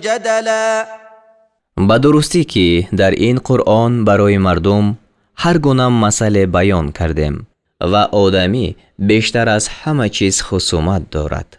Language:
Tajik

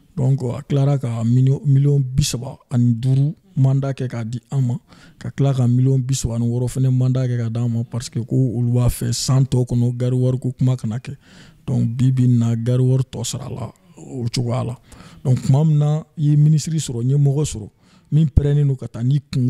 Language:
Bambara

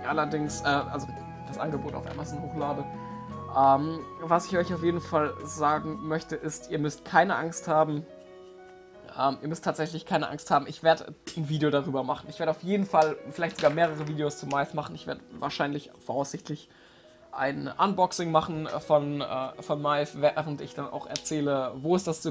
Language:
German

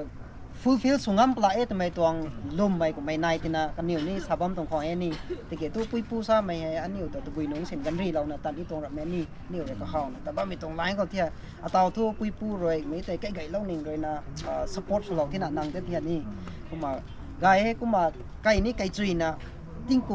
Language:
Rongmei Naga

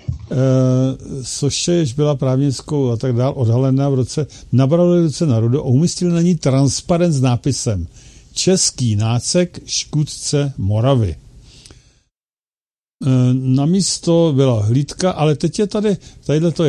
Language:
Czech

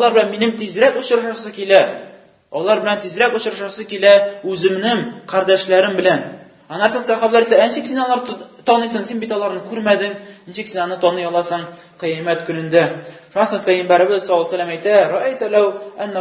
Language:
Tatar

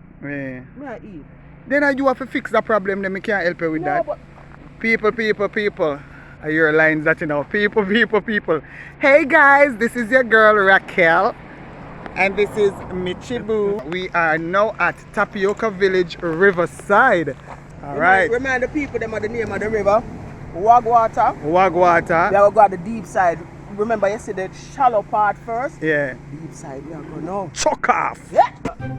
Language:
Jamaican Creole English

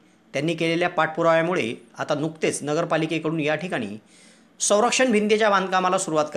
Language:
Marathi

